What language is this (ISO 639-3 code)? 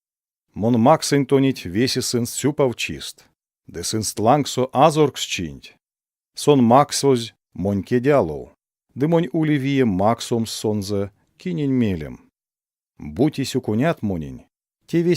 myv